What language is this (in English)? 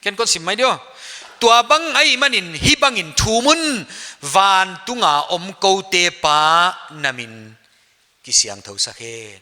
Paite Chin